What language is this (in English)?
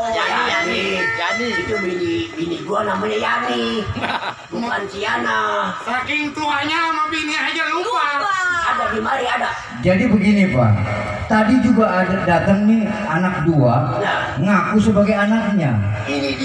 Betawi